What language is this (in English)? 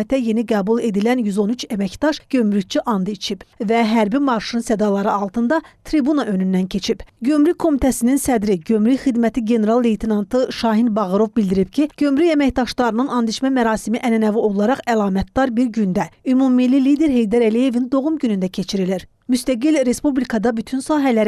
Azerbaijani